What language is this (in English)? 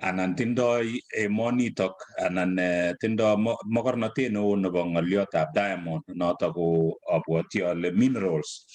Kalenjin